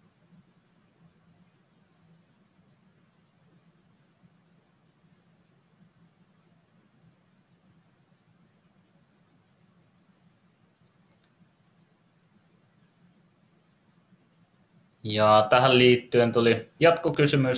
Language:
Finnish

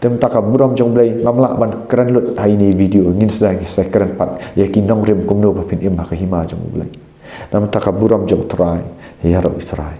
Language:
Khasi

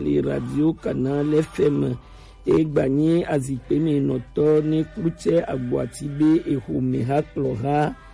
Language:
Gen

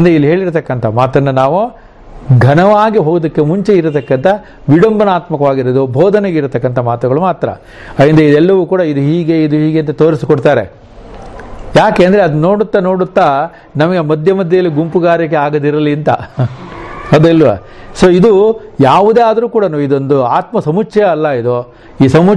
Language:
Kannada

